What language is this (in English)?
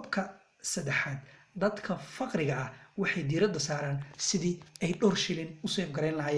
Somali